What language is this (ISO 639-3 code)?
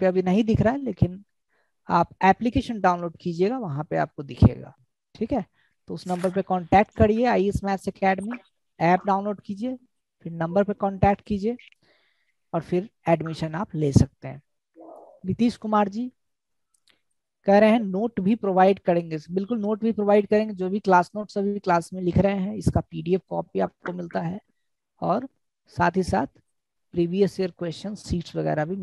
hin